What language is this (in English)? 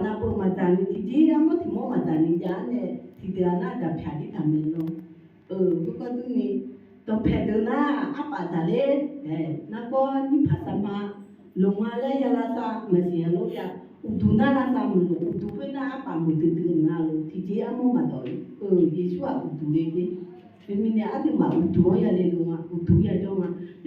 Akha